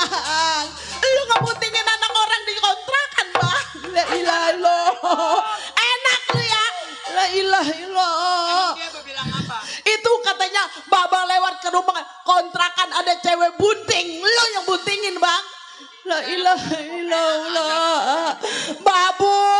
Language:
Betawi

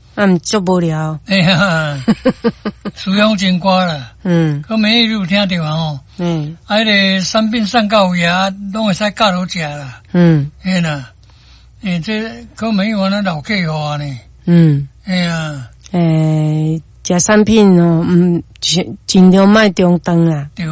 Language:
Min Nan Chinese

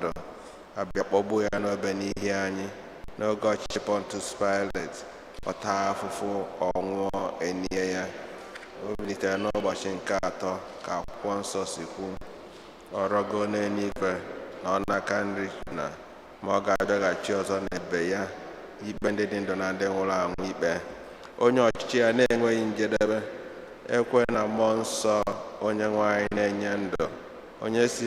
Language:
Igbo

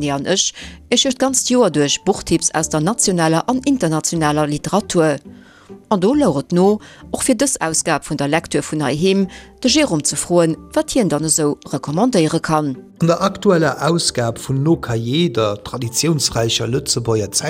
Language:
Luxembourgish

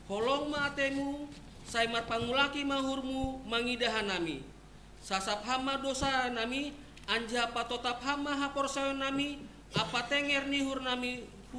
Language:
Batak Simalungun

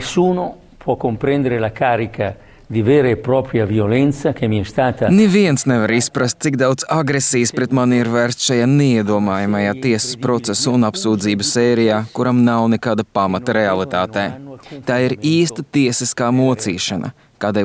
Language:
Latvian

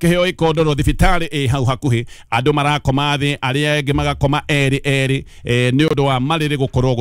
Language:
Kikuyu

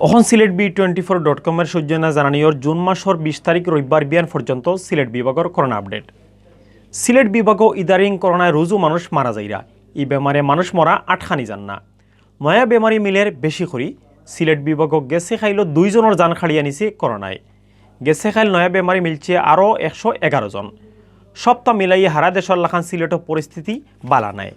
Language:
Sylheti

